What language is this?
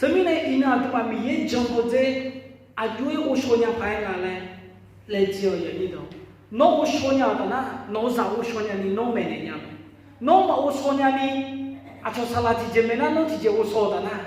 Akha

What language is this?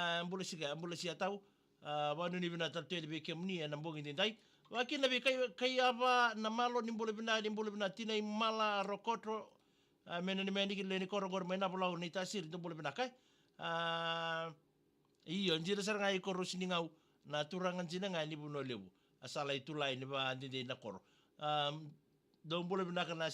Fijian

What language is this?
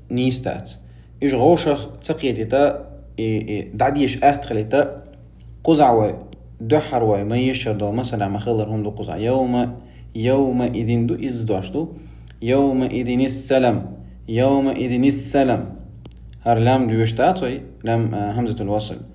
Chechen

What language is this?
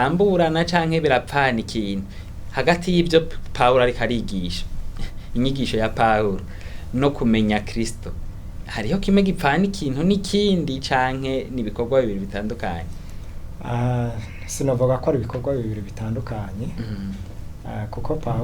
Rundi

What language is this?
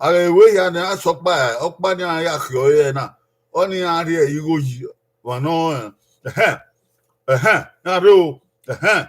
Bini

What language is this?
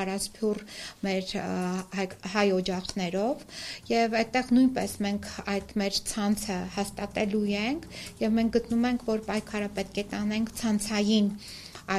Armenian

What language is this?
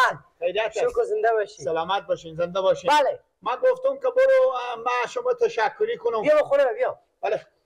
Persian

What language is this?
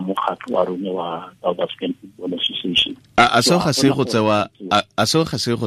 Tswana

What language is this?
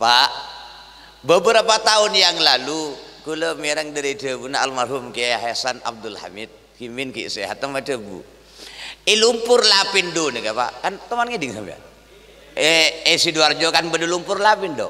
Madurese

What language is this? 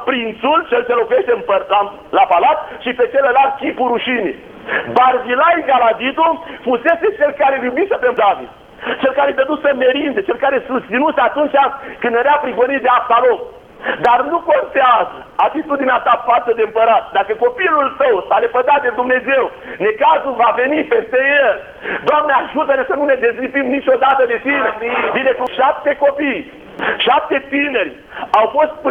Romanian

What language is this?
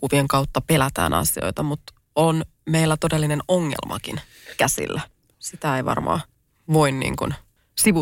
Finnish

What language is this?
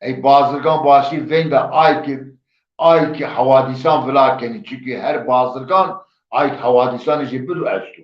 Zaza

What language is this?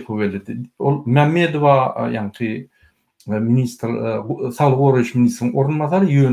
Turkmen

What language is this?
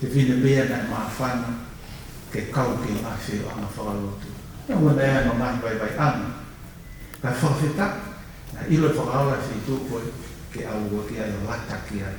Tongan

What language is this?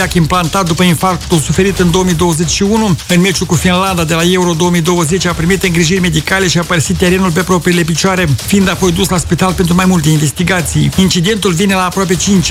Romanian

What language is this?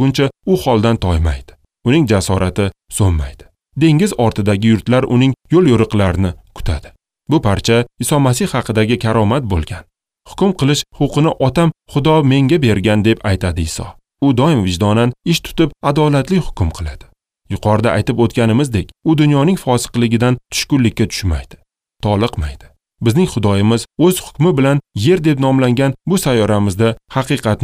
Uzbek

